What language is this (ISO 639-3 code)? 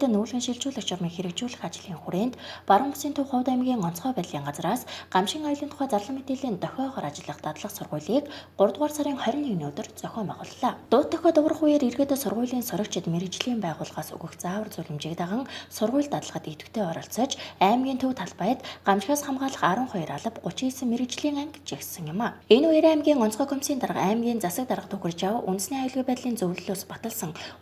mon